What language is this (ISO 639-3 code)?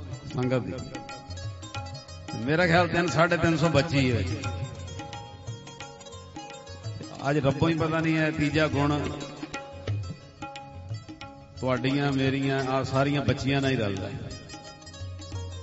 pan